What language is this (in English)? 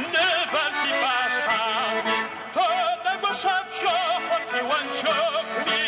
Adyghe